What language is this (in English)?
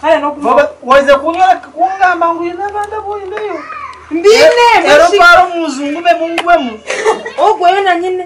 Nyankole